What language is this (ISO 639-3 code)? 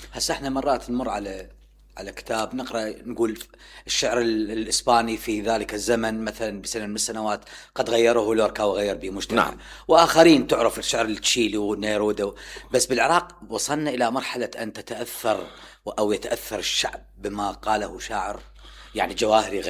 acm